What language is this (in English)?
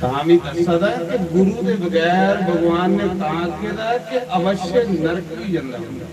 Dogri